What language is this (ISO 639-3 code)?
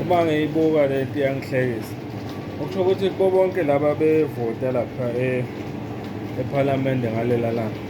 zul